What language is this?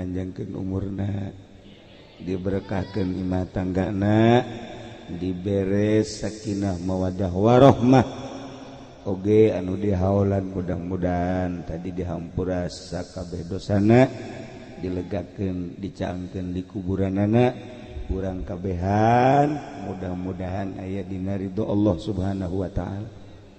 Sundanese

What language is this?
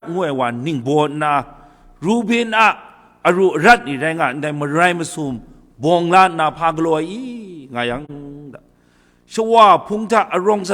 Kachin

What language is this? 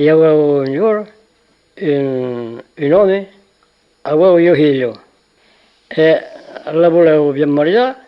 Occitan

